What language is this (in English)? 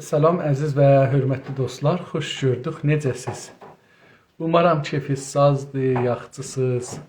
South Azerbaijani